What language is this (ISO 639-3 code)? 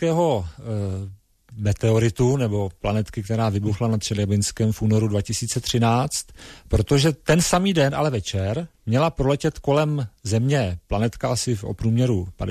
ces